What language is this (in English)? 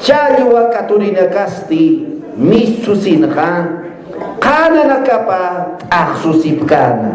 Aymara